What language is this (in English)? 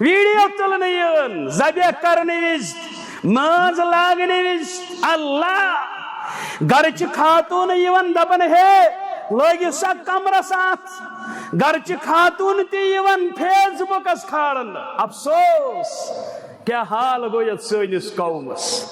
Kashmiri